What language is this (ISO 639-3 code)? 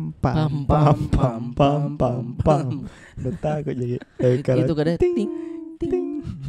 mfp